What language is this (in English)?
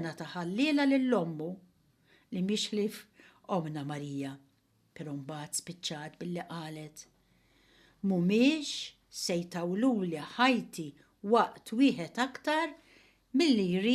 Maltese